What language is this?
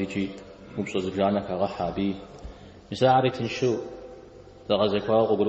Kabardian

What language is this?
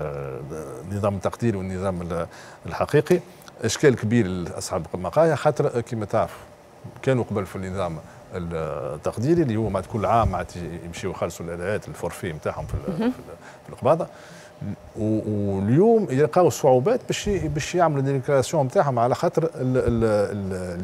Tunisian Arabic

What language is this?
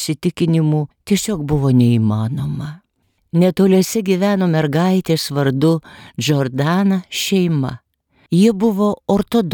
Lithuanian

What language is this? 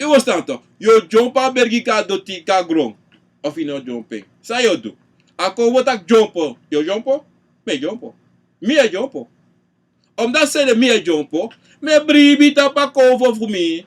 Sranan Tongo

